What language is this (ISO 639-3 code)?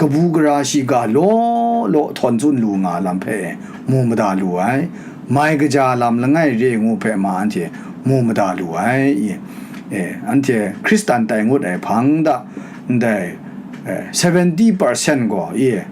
kac